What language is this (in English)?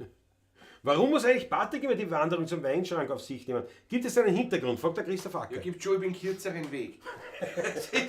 Bavarian